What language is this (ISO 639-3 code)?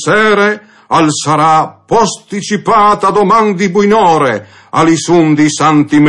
fur